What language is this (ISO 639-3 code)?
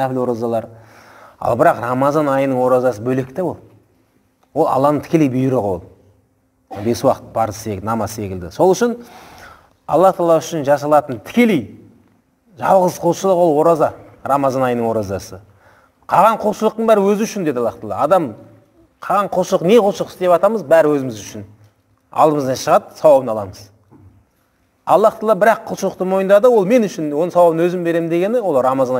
kaz